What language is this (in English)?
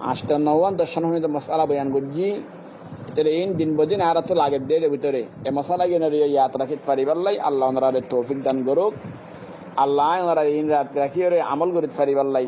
Rohingya